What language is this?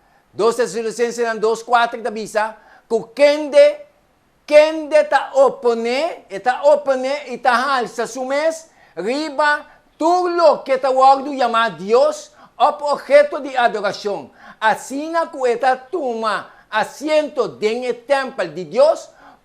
Papiamento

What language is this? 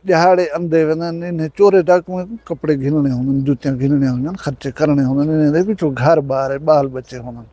Saraiki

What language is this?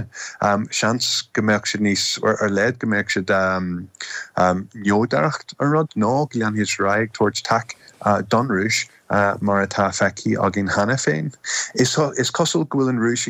Irish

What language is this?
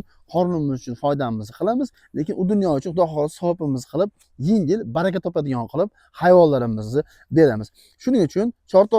Uzbek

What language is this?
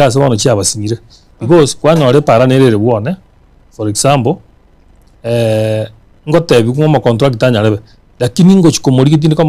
Gusii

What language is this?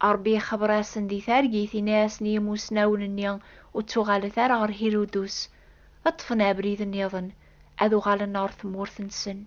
Kabyle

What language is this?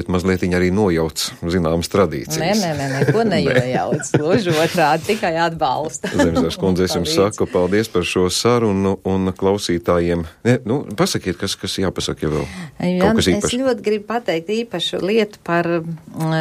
Latvian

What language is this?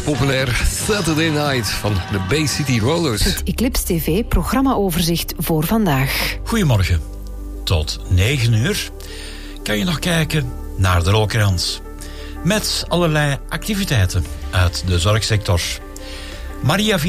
Dutch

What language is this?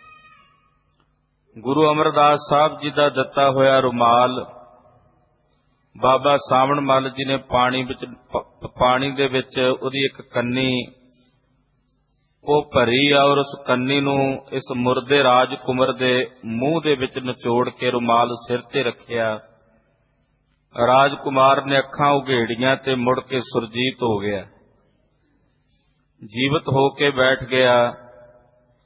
Punjabi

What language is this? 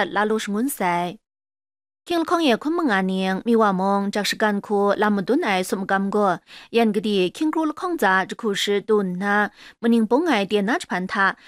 Kachin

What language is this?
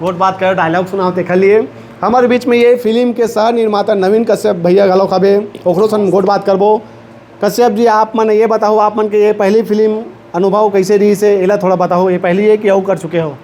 Chhattisgarhi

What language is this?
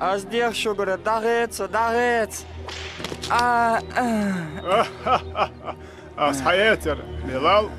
Ingush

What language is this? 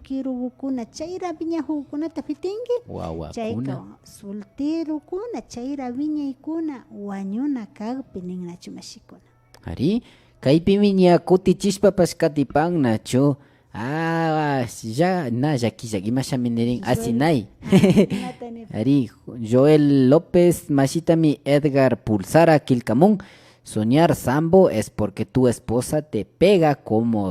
Imbabura Highland Quichua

